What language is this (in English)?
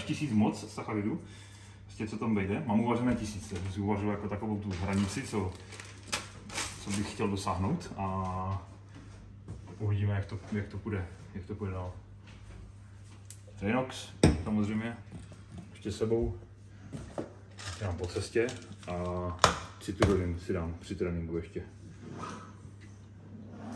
Czech